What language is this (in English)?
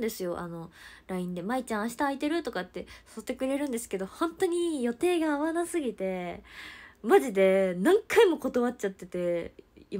Japanese